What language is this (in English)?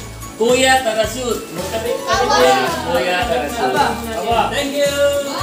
Filipino